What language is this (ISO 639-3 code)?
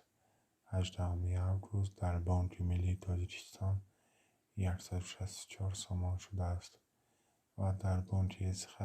tgk